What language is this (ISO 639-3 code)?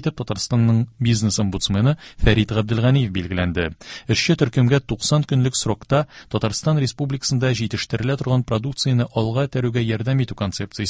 tat